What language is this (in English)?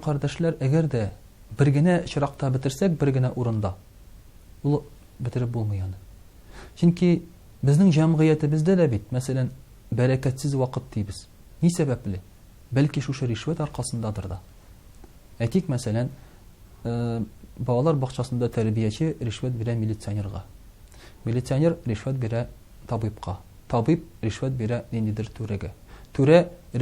Tatar